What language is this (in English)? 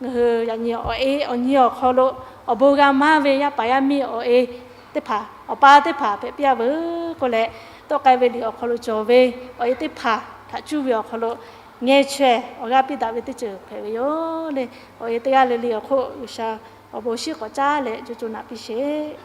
Lahu